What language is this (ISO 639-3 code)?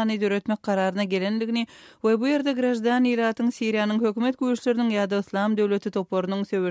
tuk